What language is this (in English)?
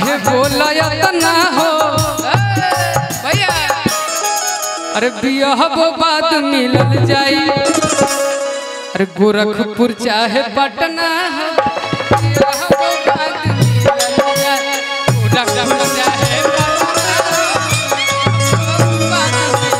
Bhojpuri